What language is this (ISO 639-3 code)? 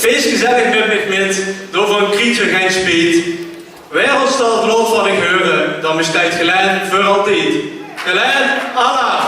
lim